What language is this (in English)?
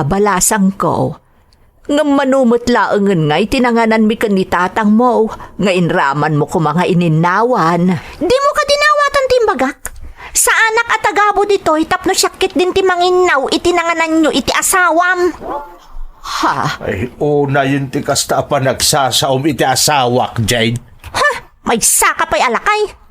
Iloko